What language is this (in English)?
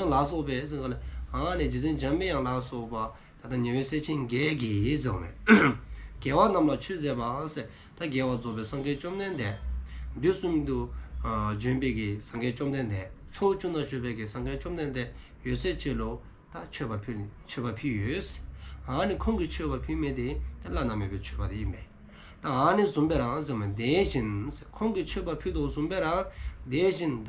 Dzongkha